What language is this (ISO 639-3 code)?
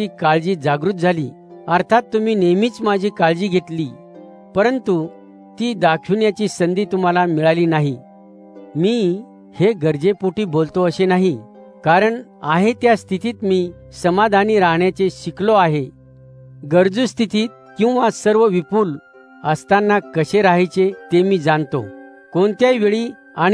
mar